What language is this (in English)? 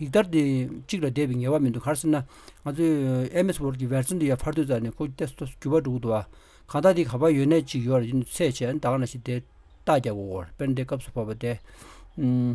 Tibetan